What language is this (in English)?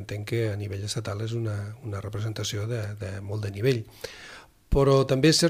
Catalan